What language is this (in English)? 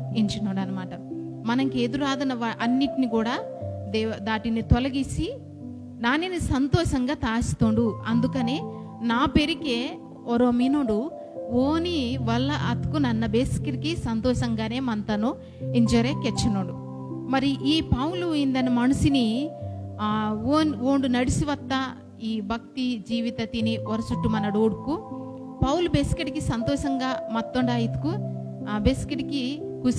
Koya